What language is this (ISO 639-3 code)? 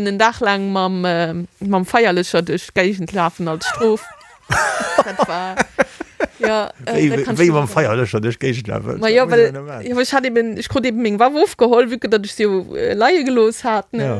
ltz